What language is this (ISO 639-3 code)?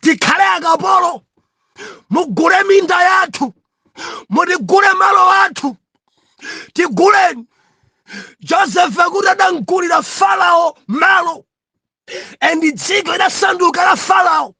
nya